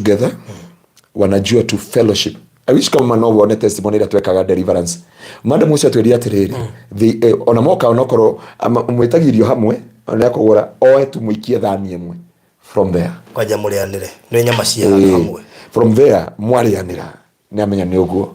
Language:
Kikuyu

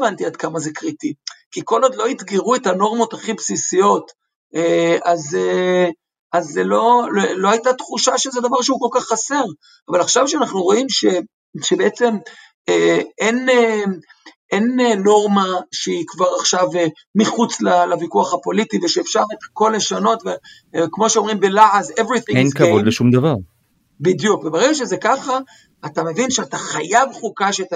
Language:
Hebrew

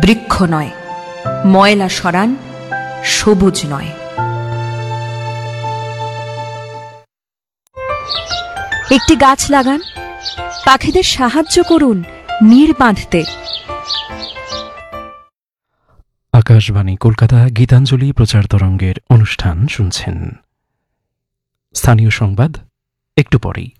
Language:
Bangla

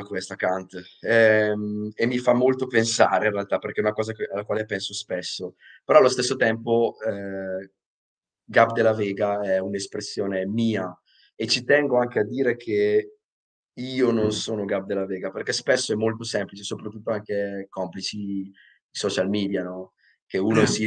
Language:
Italian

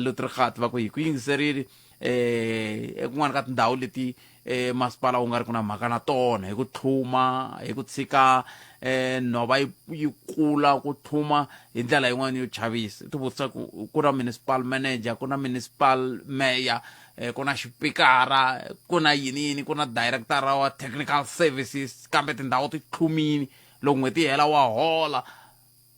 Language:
Tsonga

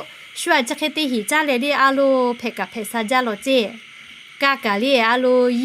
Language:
Lahu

